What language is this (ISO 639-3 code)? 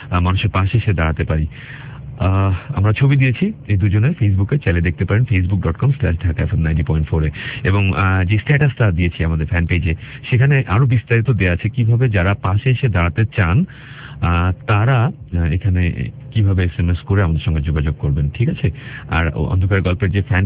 ben